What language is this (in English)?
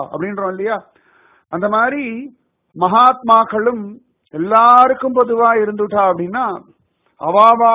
Tamil